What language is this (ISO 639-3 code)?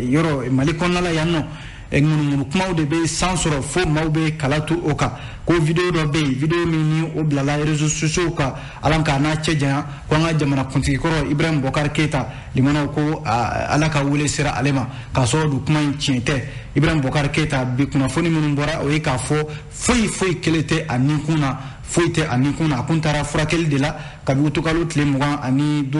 bam